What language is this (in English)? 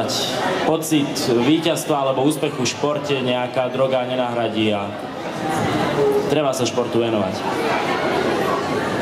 Slovak